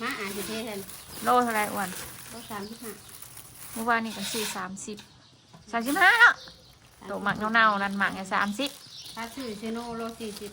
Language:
Northeastern Thai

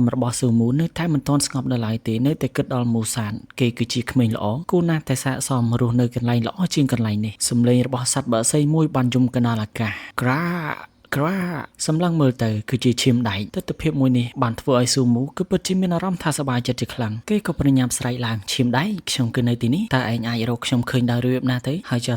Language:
Khmer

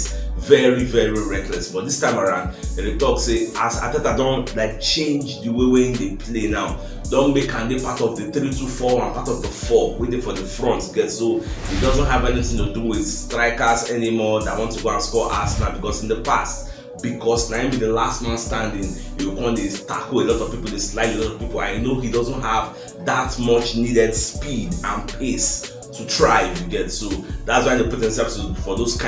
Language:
Nigerian Pidgin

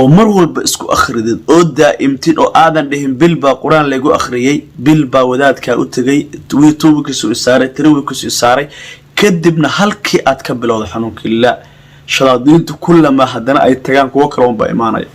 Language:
Somali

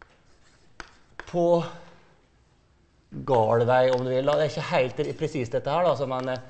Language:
Norwegian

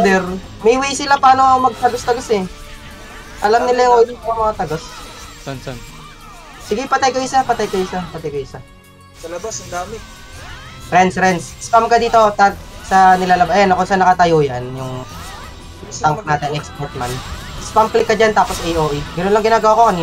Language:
Filipino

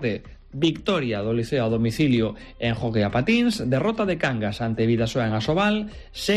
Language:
Galician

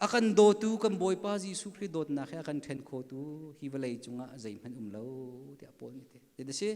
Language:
Hakha Chin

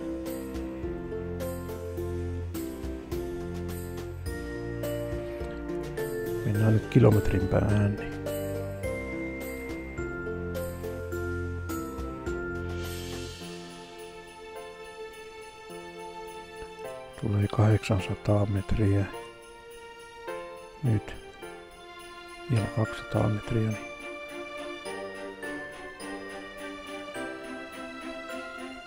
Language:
Finnish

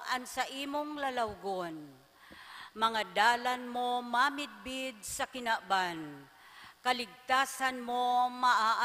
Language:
Bikol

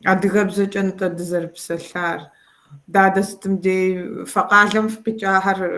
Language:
Kabardian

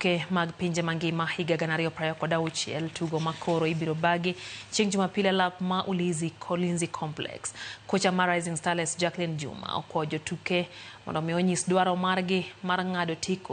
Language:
Luo (Kenya and Tanzania)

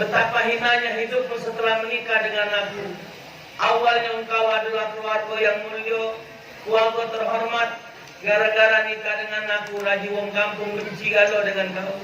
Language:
Musi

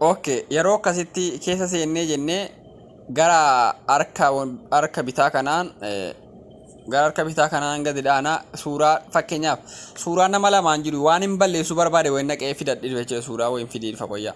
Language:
Oromo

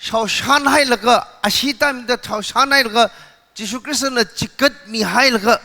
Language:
Tangkhul Naga (India)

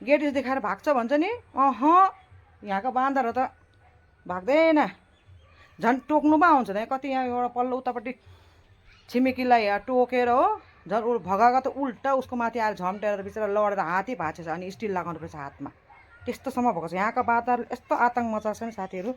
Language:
Nepali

